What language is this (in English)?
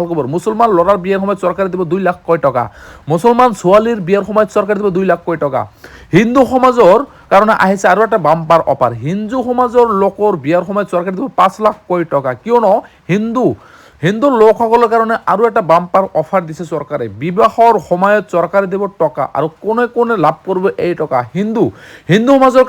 Assamese